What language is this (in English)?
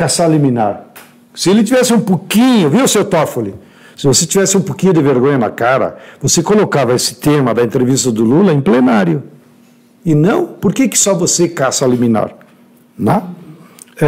Portuguese